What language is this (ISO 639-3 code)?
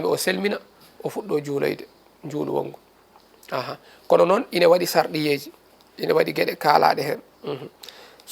ful